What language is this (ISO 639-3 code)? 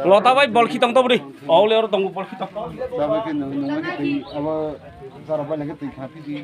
trp